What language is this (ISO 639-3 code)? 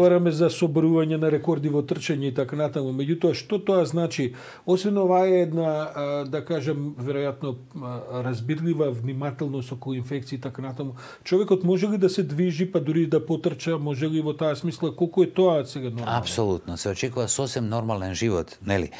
mkd